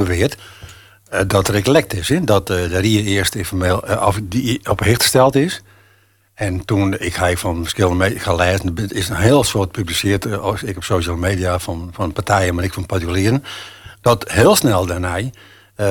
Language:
Dutch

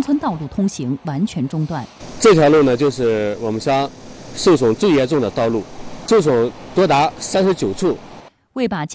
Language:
Chinese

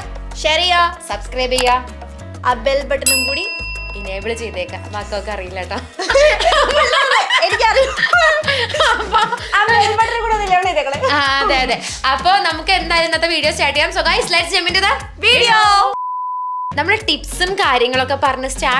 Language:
Malayalam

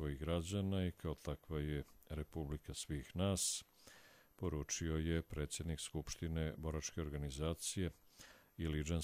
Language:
Croatian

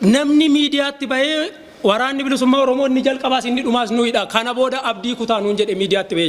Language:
Oromo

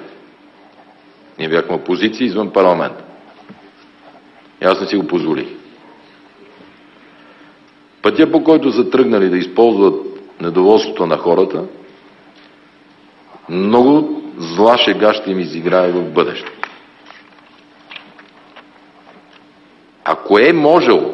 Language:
Bulgarian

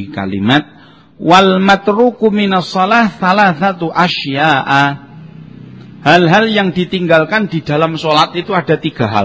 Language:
Javanese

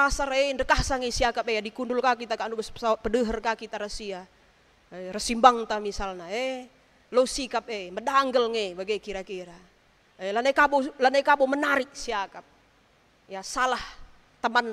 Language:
Batak Karo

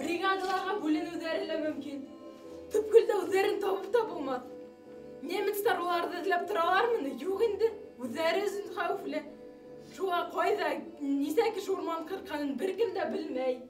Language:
Bashkir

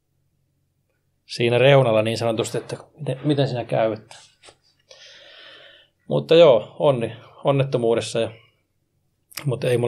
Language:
Finnish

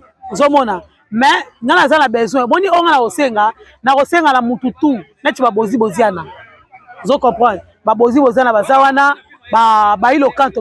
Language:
Lingala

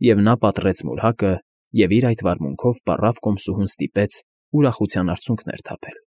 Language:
Armenian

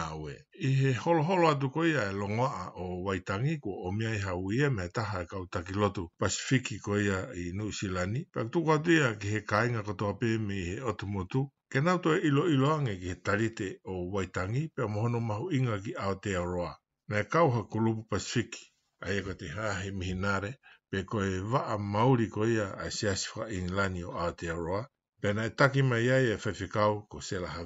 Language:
Tongan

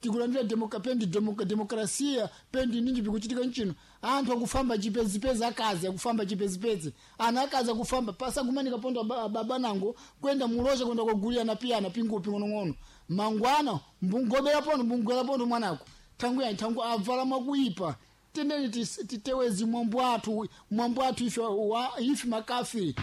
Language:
Sena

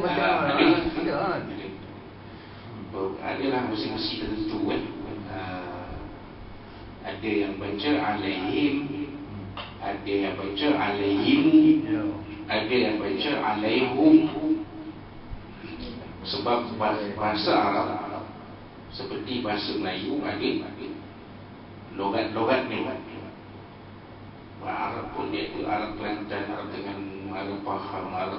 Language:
Malay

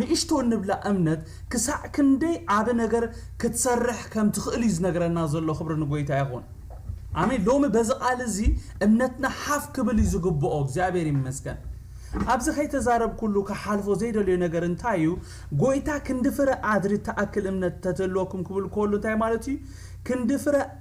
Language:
Tigrinya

